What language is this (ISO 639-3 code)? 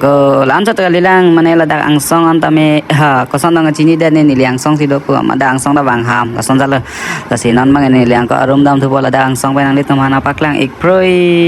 mjw